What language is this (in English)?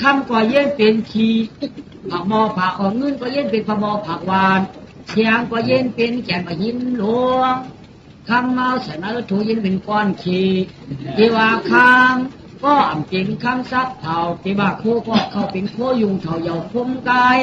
Shan